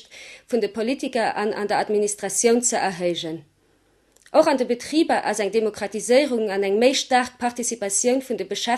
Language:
Luxembourgish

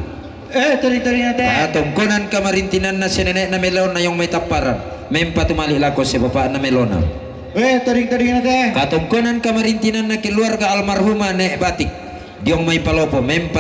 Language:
Toraja-Sa'dan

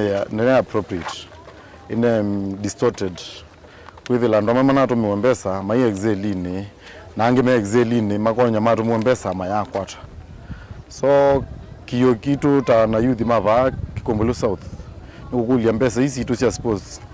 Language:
Kamba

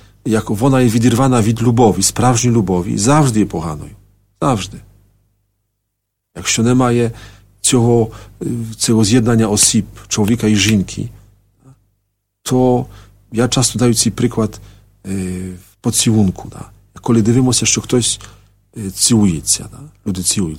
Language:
Ukrainian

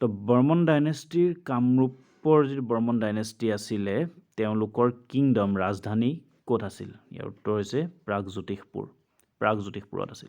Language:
Assamese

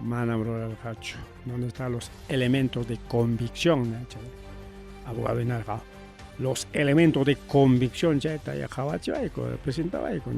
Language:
Ayacucho Quechua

